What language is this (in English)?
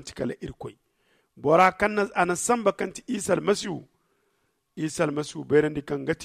Zarma